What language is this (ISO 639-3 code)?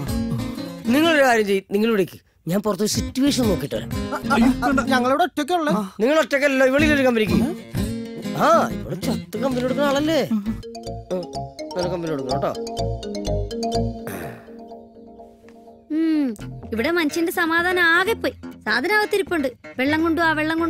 mal